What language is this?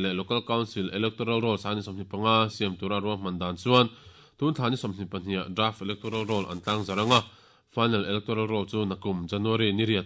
Mizo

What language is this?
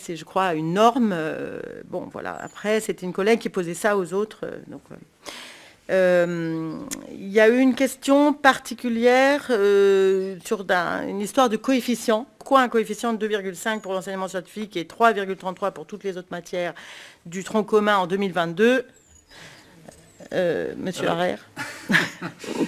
French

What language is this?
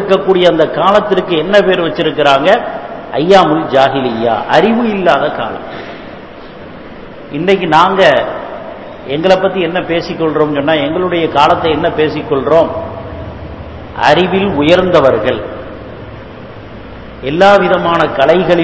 Tamil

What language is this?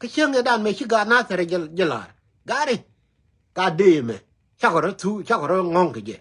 Nuer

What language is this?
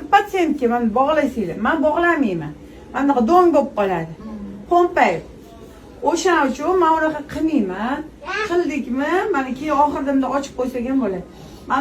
Uzbek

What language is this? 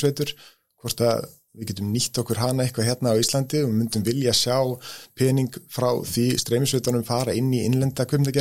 Icelandic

